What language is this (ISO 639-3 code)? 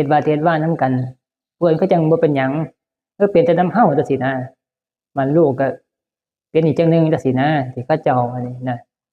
tts